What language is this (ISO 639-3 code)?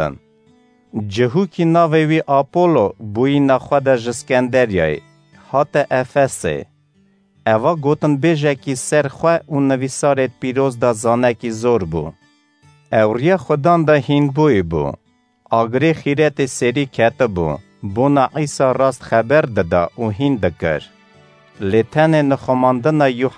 kur